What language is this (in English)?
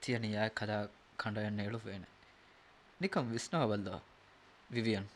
Divehi